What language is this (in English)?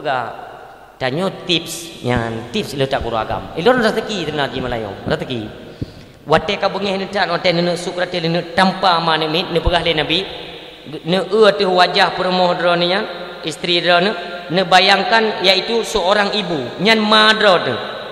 Achinese